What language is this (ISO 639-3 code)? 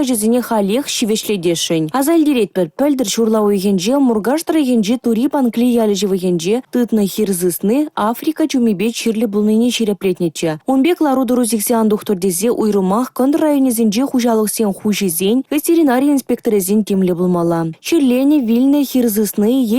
chv